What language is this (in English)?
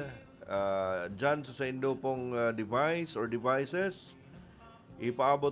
Bikol